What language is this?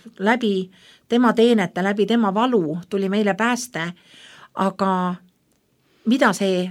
Estonian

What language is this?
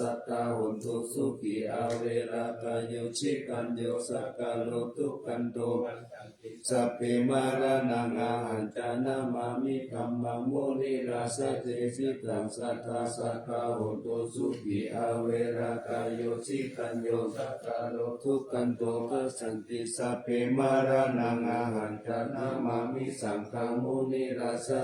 Pali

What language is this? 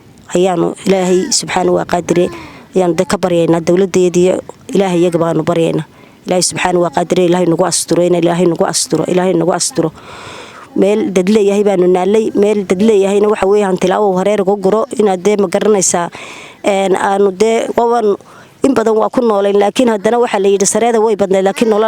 Somali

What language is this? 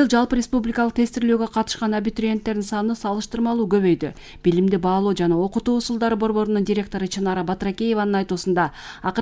Kyrgyz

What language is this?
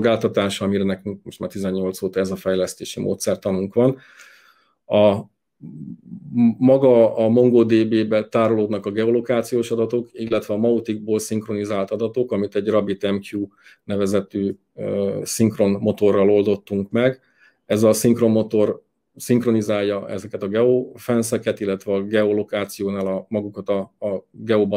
Hungarian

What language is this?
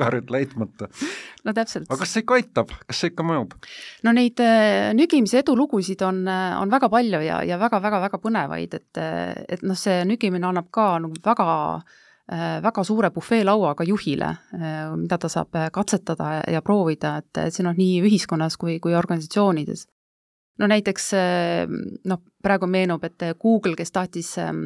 Estonian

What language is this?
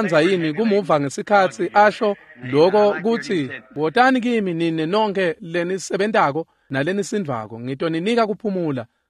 Swati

